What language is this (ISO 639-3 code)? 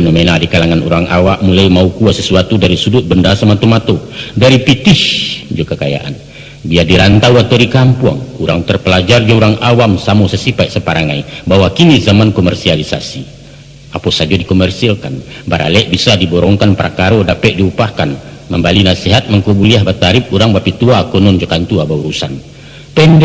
min